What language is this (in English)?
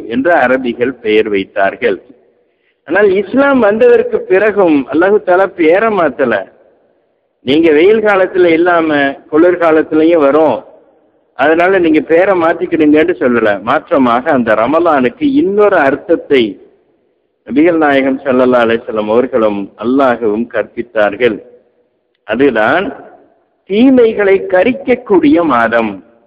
Tamil